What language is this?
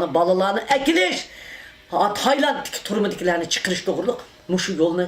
Uyghur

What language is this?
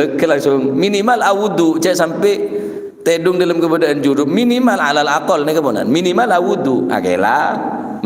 Madurese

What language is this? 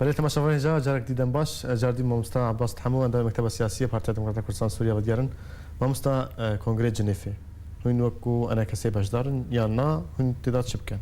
Kurdish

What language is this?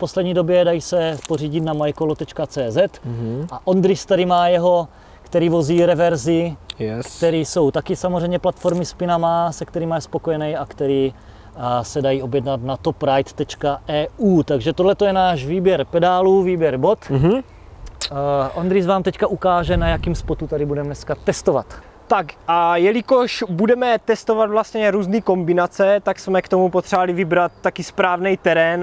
Czech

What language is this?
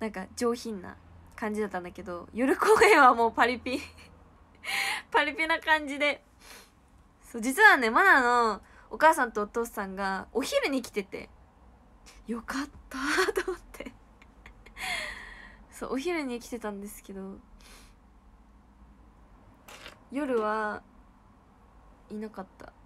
Japanese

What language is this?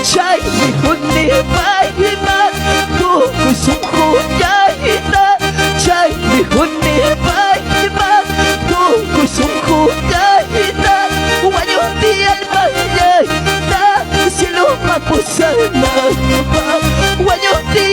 Ayacucho Quechua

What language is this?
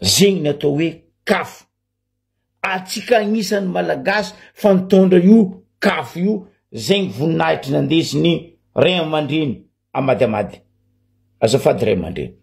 Malagasy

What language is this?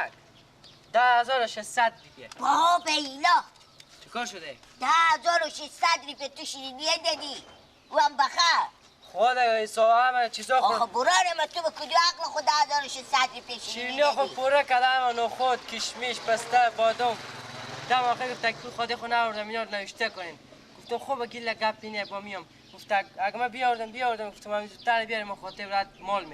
Persian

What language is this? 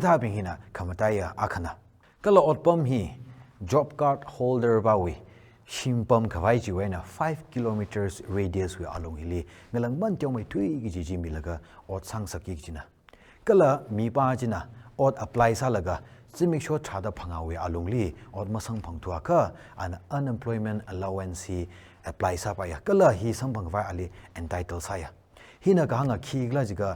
Tangkhul Naga (India)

